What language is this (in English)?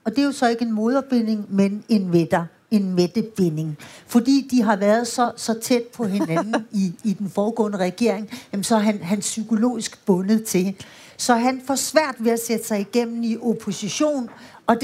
Danish